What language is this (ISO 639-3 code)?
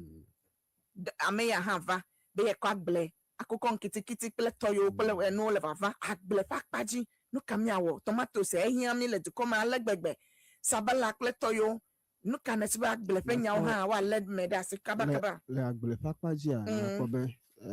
ewe